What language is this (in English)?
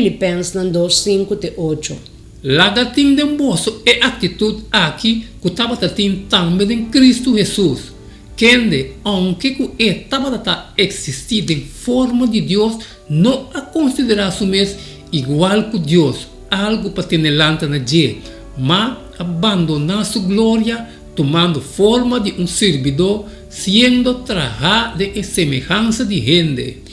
Papiamento